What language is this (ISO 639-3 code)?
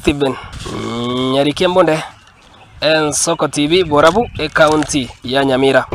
guz